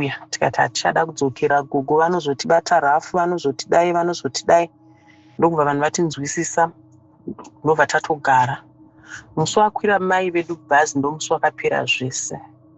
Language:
Shona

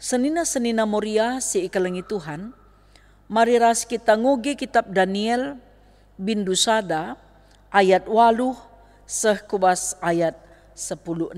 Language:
Batak Karo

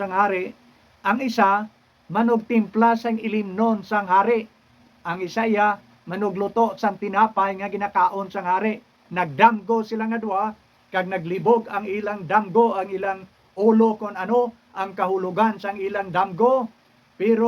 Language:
Hiligaynon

